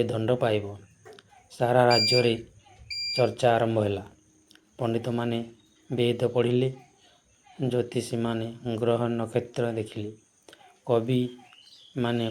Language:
Odia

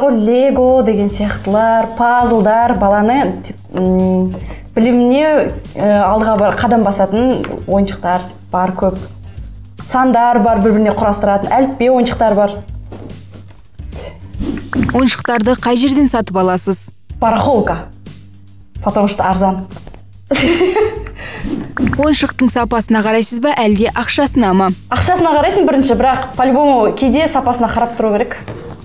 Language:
Kazakh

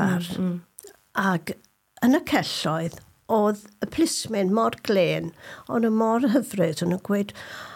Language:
Welsh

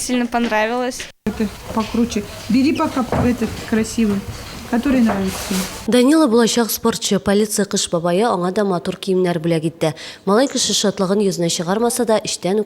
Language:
Tatar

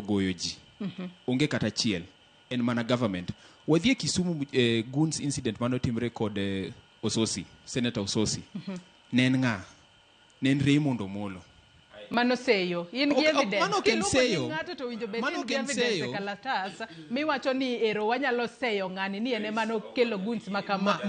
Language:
Luo (Kenya and Tanzania)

